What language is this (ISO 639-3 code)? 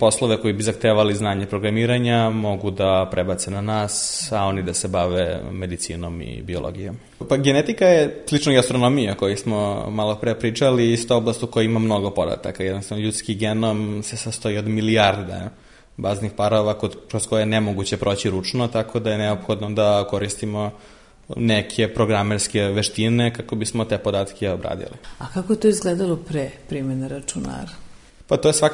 srp